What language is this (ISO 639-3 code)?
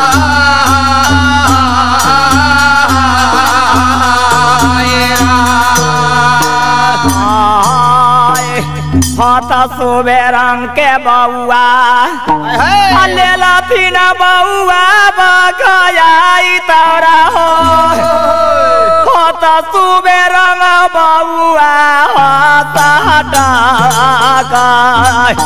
bho